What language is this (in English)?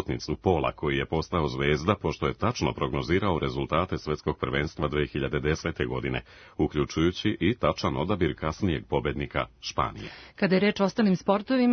Serbian